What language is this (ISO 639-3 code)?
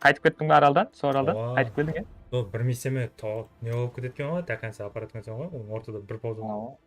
kaa